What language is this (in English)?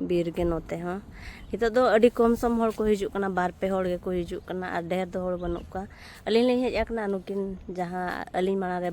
Santali